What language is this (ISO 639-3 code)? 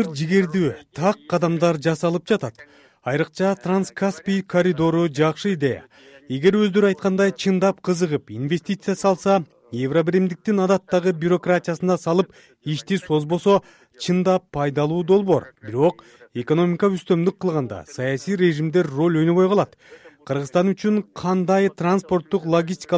kir